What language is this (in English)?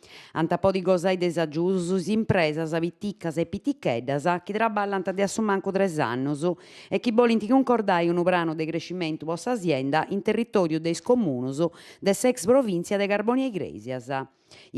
Sardinian